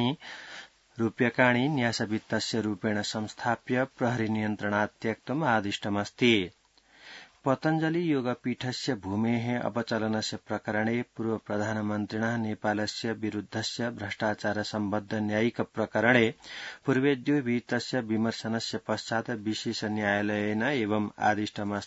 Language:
Sanskrit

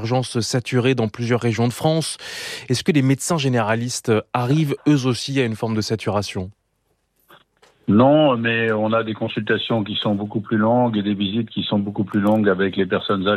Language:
French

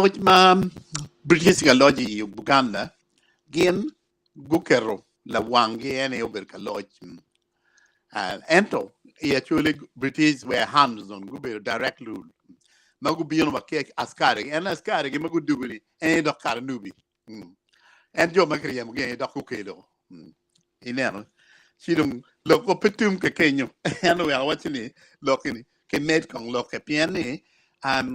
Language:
Acoli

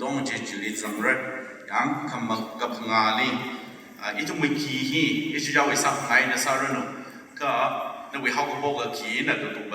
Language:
Tangkhul Naga (India)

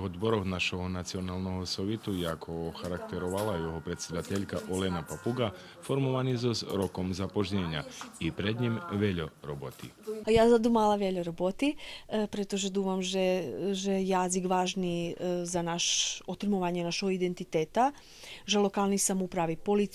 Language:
Rusyn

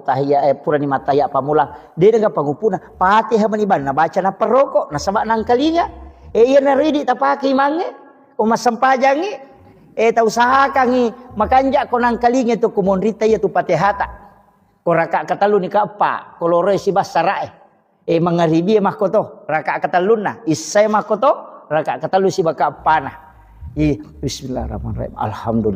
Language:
Buginese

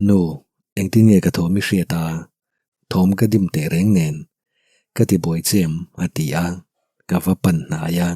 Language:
Mizo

